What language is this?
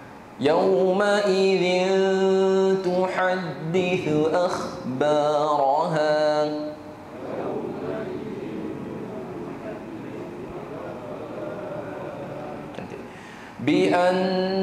Malay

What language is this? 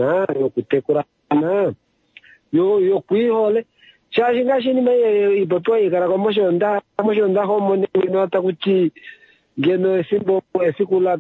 Kuanyama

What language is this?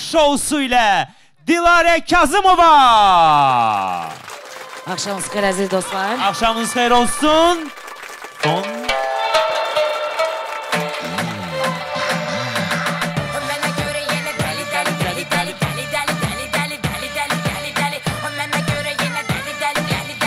Azerbaijani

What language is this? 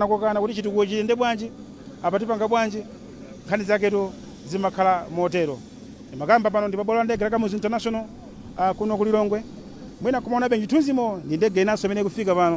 Nyanja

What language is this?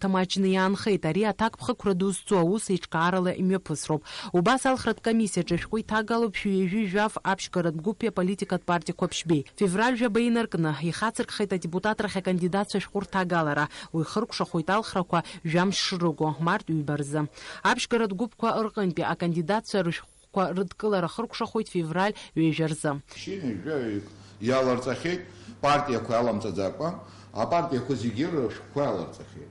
Abkhazian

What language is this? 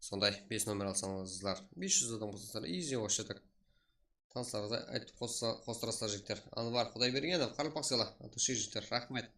Kara-Kalpak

